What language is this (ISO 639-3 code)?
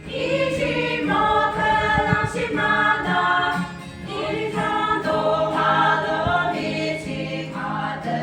yim